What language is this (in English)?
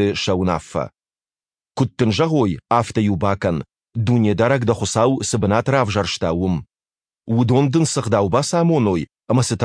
Ossetic